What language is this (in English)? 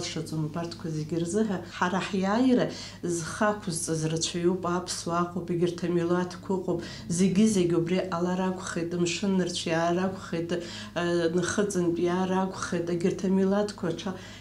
Abkhazian